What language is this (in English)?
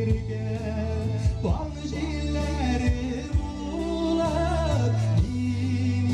Tatar